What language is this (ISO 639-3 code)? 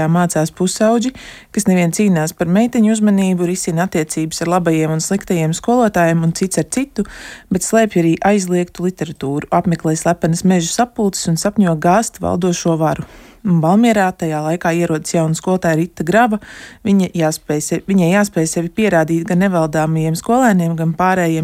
lav